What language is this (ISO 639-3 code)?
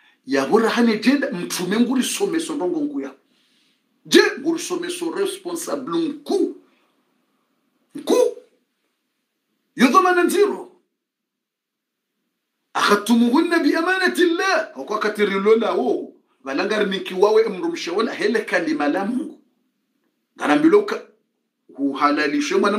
swa